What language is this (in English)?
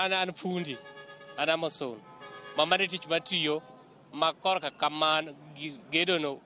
Luo (Kenya and Tanzania)